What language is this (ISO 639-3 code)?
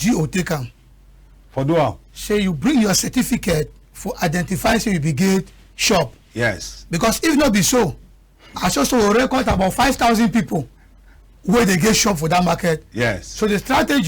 wes